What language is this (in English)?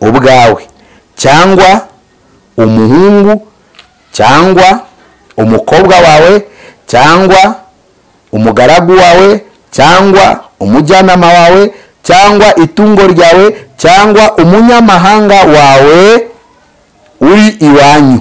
Kinyarwanda